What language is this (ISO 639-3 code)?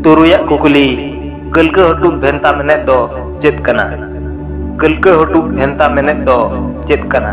sat